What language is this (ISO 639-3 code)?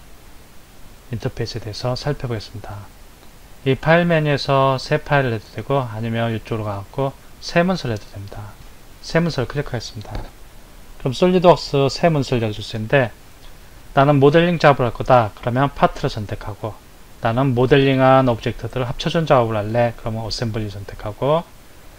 kor